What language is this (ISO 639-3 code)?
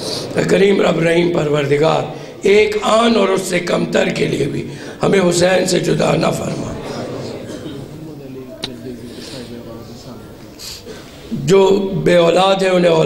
urd